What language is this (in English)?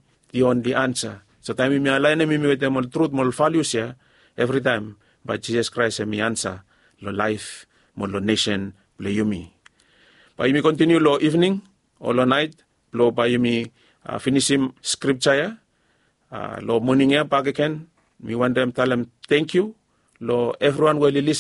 Bislama